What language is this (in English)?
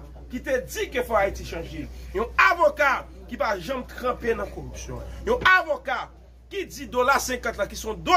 Haitian Creole